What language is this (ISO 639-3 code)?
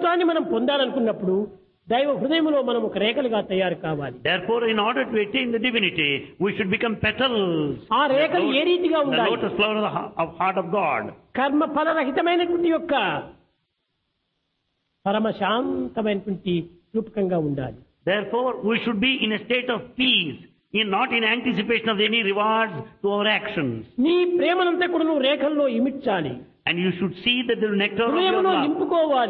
tel